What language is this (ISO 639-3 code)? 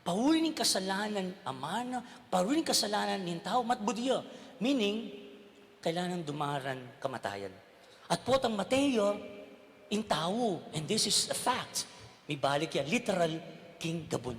pam